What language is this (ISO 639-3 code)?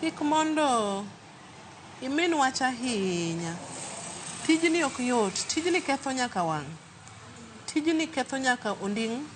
luo